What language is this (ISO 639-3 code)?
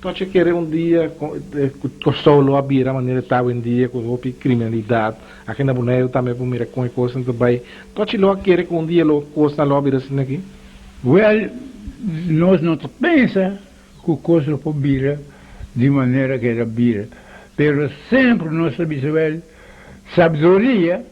pap